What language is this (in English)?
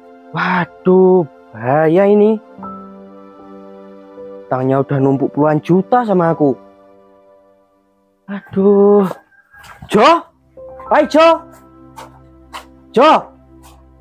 Indonesian